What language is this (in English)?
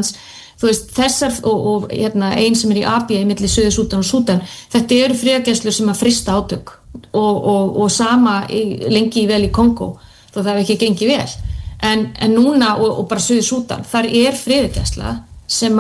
Icelandic